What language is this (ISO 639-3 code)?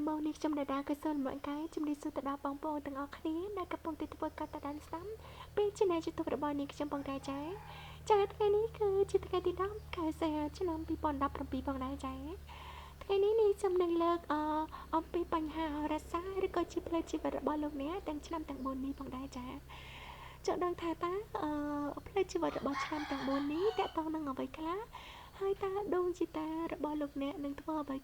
khm